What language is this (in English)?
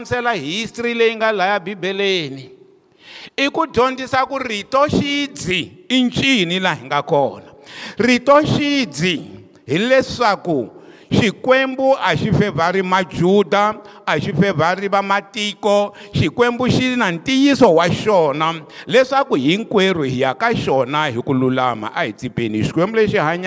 Tsonga